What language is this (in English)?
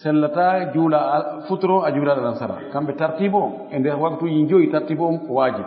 Fula